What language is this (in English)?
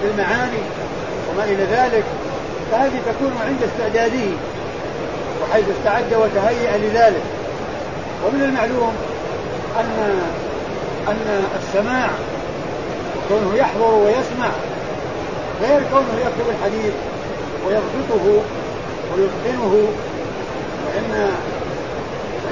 Arabic